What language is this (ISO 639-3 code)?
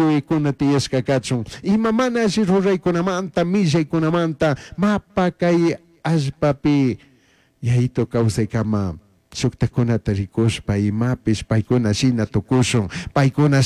qug